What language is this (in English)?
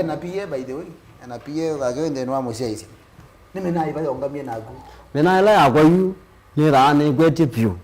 Kamba